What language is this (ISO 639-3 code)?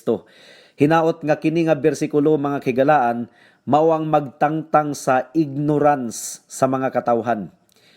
ceb